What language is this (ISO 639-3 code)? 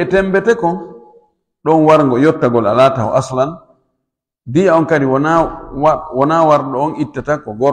ful